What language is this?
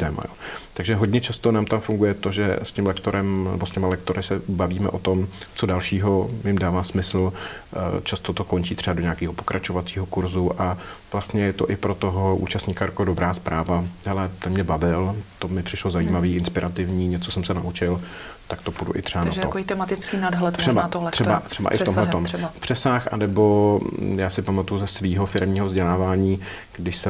Czech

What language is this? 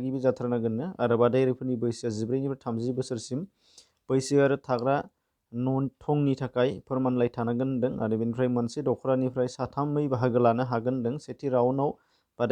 Bodo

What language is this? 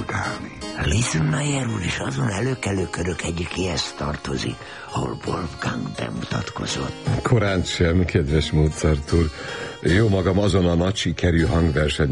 Hungarian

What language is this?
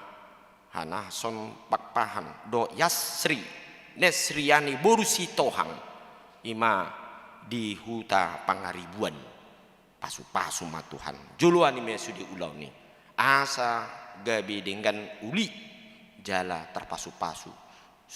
Batak Toba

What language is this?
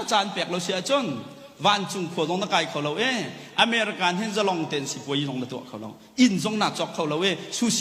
Hakha Chin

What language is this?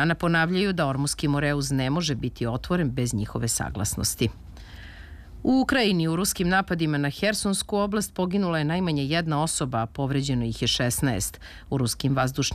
Serbian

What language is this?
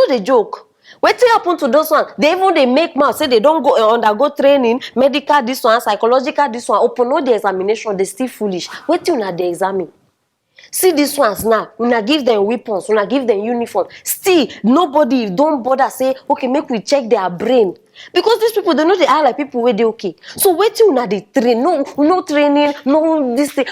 Nigerian Pidgin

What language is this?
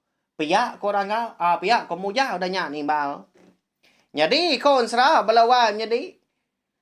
Iban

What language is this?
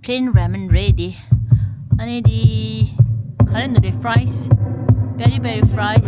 Tibetan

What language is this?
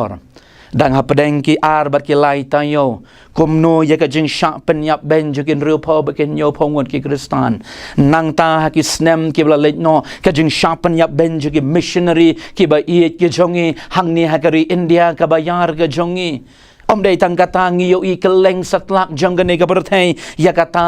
Khasi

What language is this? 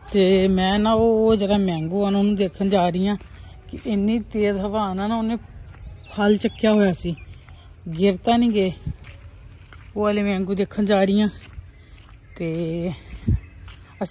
Punjabi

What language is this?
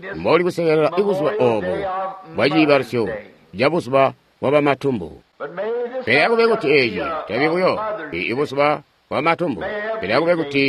Tonga (Zambia)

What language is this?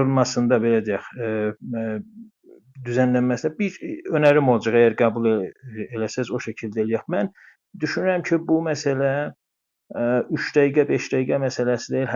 South Azerbaijani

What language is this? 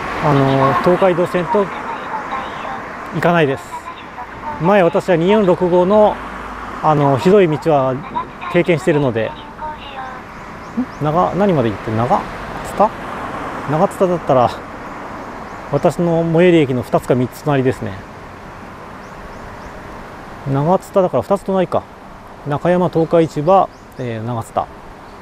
Japanese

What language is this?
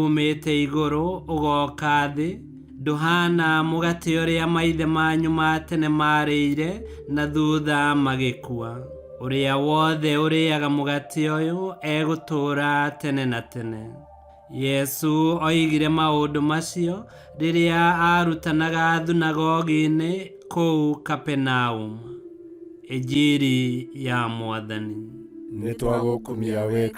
Kikuyu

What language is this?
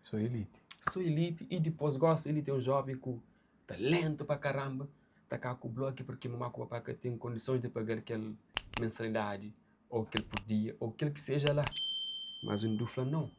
Kabuverdianu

